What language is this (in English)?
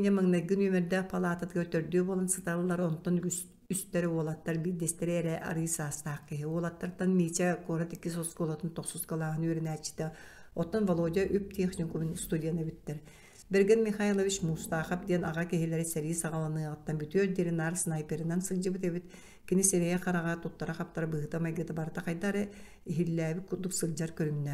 Yakut